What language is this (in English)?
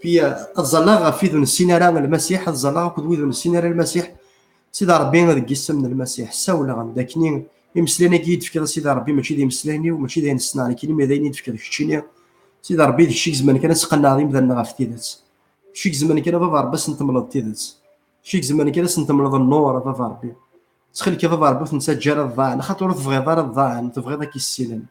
Kabyle